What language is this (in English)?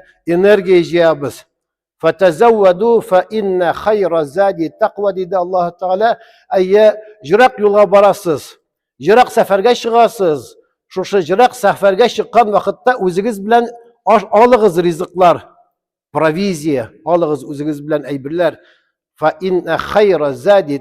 Tatar